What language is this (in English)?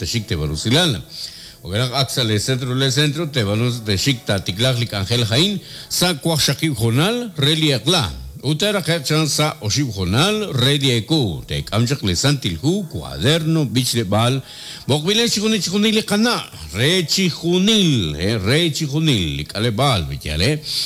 Kekchí